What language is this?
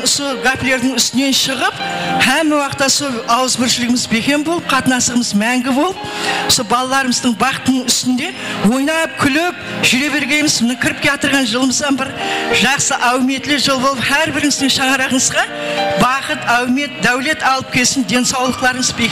Kara-Kalpak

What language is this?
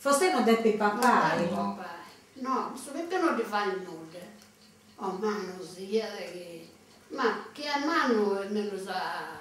Sardinian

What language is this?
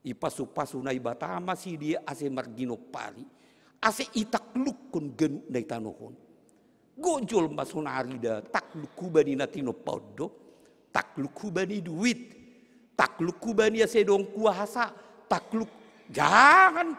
Batak Simalungun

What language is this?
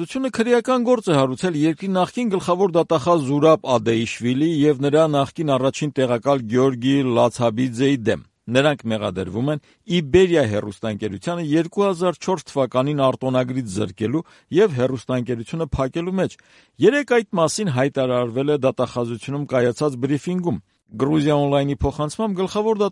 Armenian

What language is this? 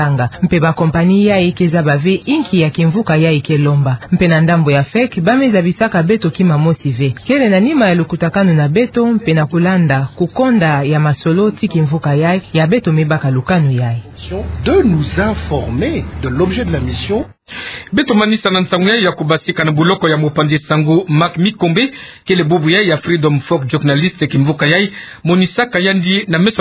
Kituba (Democratic Republic of Congo)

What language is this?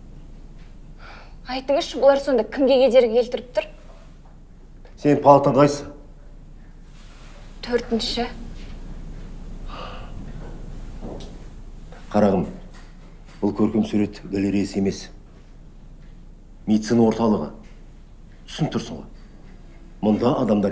Kazakh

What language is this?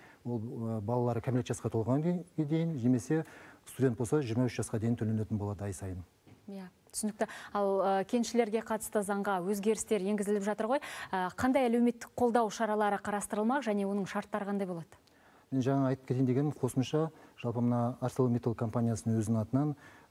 Kazakh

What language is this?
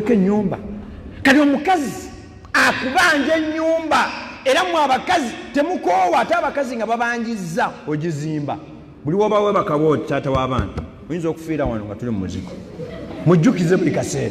Ganda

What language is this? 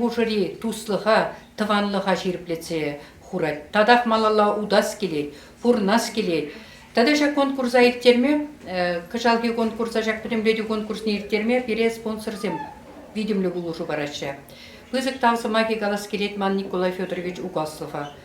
Chuvash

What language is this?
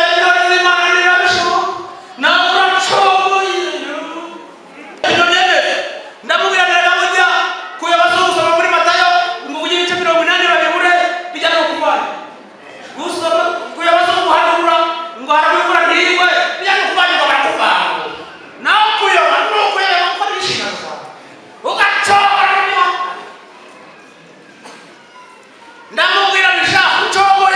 Kinyarwanda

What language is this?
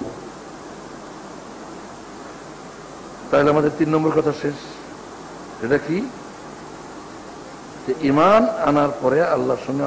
Bangla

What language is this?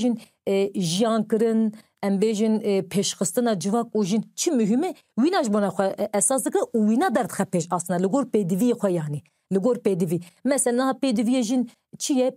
Kurdish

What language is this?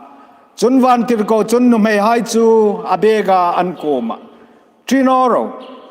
Hmar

